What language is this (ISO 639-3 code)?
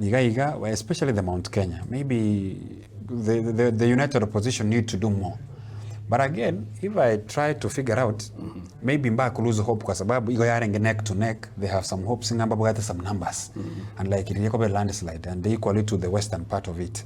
guz